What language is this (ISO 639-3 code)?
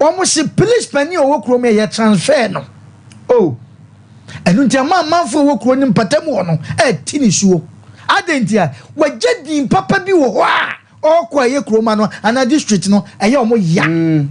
aka